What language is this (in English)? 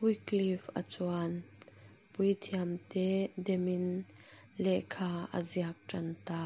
Mizo